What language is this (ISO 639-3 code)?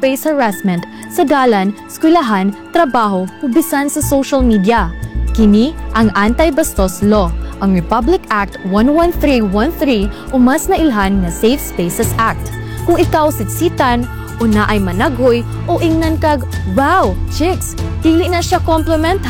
ceb